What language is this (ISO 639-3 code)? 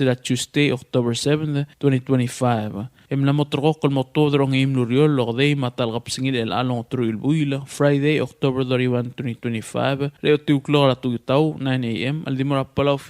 pau